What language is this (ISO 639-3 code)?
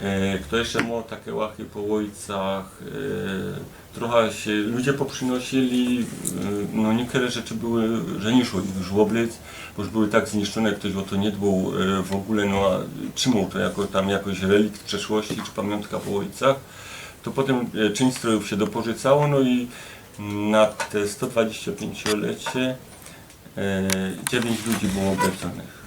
szl